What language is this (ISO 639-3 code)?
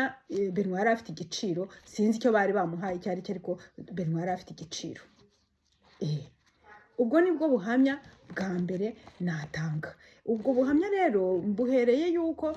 kin